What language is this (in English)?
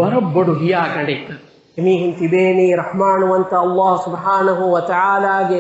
Divehi